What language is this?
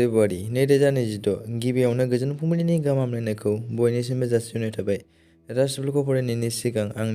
Bodo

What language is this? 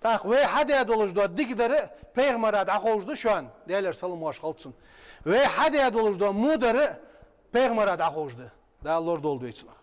Ingush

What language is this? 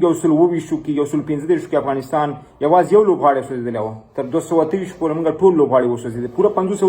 Pashto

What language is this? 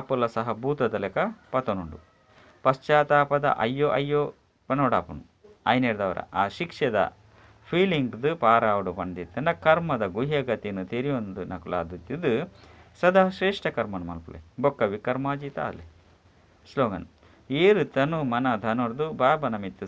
Tulu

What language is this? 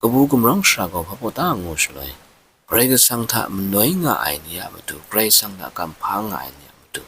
Kachin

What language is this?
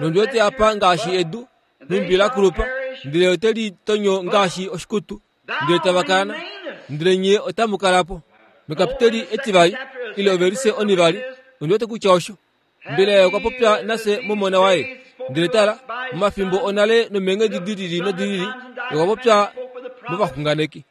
Kuanyama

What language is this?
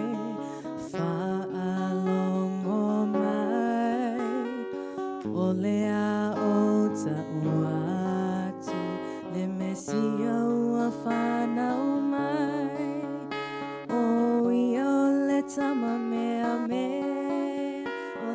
Samoan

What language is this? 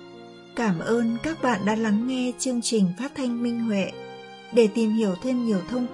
Vietnamese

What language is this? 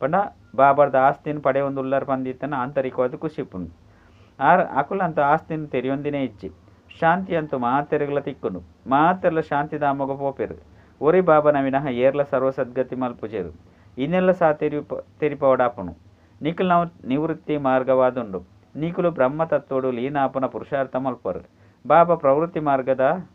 Tulu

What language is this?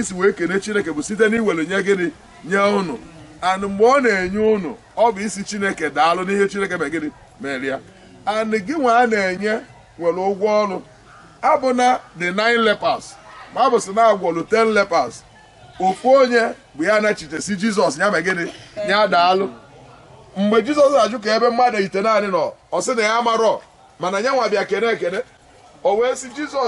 Igbo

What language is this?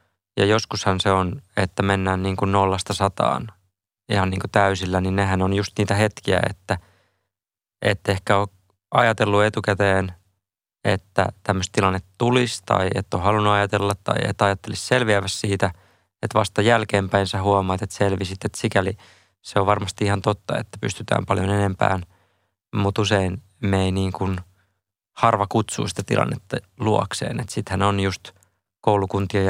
Finnish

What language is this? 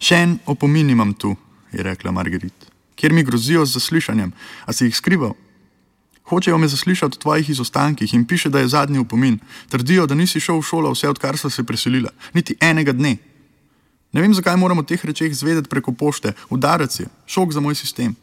Slovenian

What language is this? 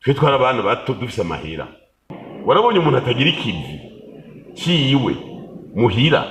Rundi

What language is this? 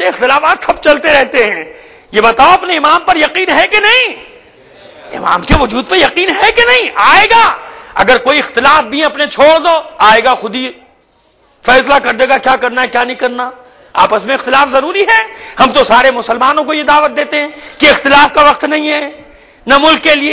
Urdu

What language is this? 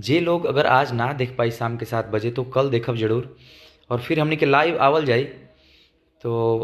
Bhojpuri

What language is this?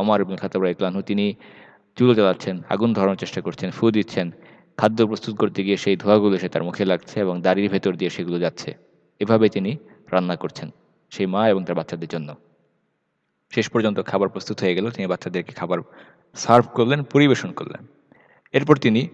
Bangla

